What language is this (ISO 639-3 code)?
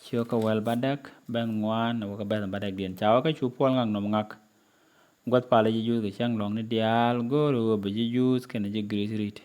nus